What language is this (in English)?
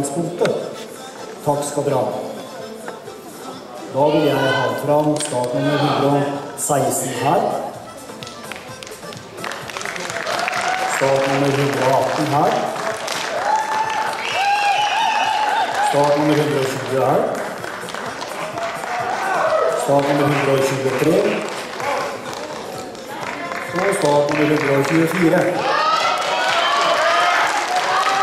Norwegian